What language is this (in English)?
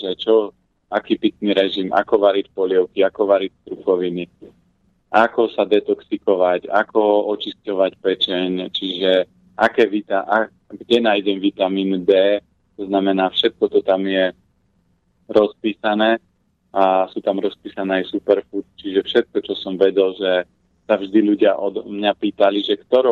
Slovak